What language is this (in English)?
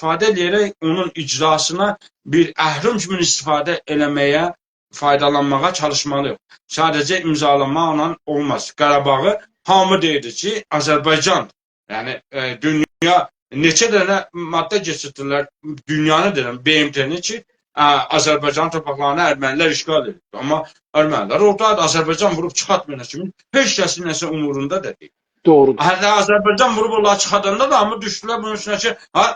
South Azerbaijani